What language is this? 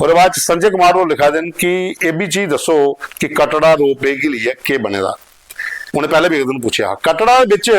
Dogri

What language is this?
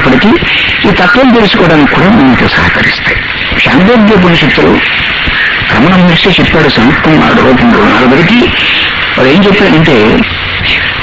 Telugu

